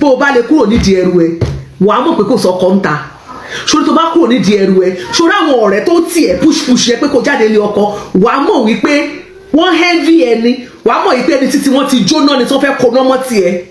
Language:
Yoruba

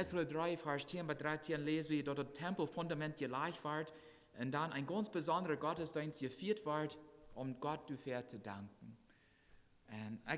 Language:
Plautdietsch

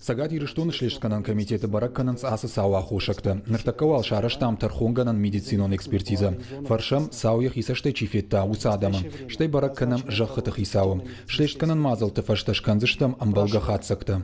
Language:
Ossetic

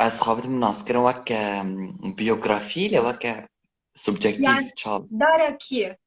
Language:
Kurdish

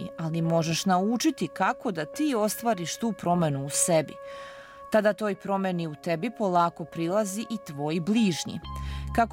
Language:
Serbian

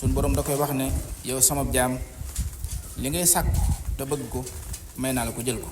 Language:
Wolof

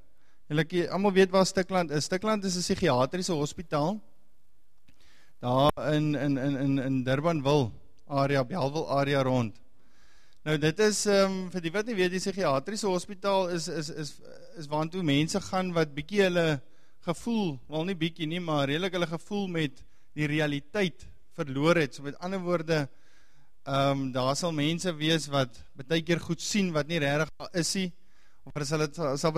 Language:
Afrikaans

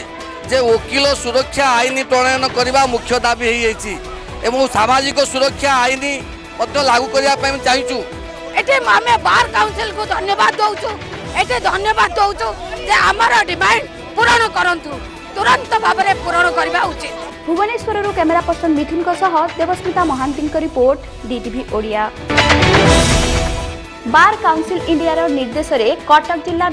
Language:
Odia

